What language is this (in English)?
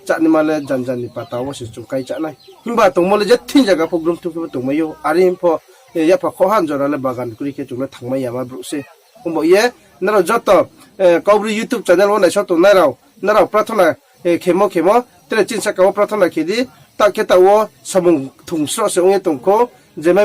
Riang (India)